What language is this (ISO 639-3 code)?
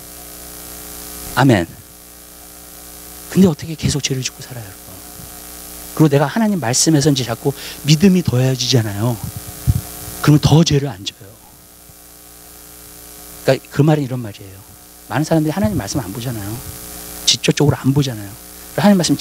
kor